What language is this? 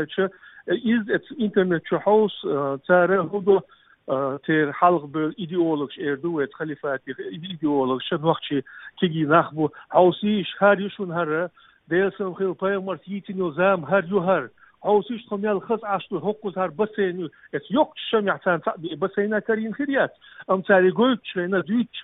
Chechen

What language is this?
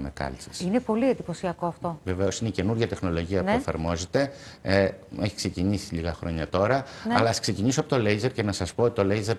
Greek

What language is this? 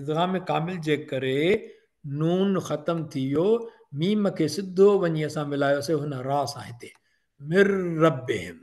Sindhi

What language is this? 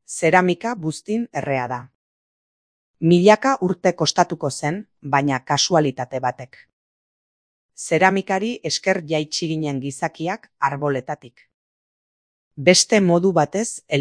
Basque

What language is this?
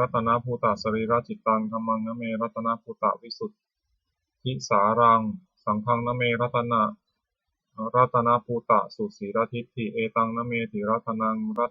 Pali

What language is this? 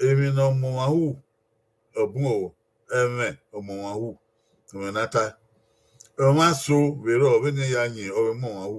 Bini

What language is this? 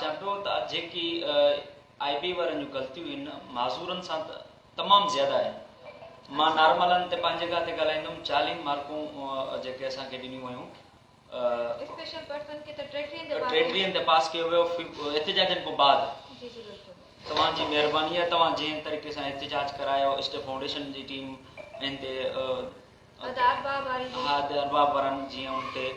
Sindhi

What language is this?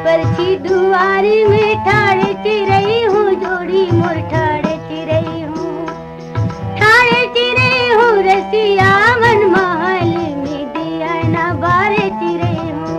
Chhattisgarhi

